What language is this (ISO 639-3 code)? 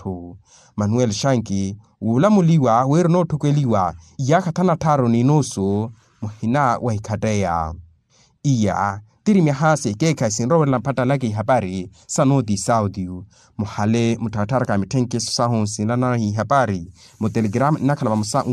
vmw